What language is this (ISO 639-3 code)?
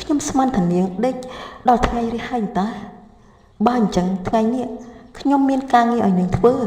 khm